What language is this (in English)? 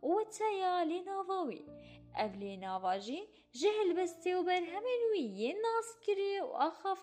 Kurdish